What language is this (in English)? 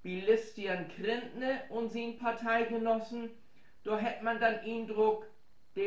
Low German